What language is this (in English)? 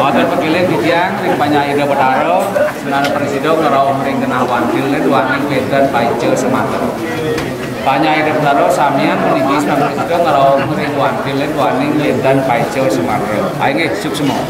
Balinese